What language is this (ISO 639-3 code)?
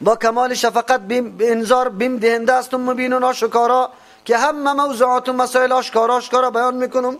fas